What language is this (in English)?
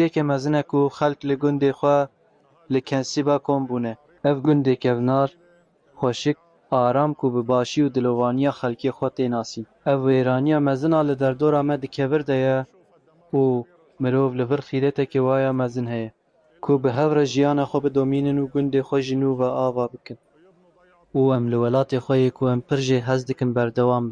Kurdish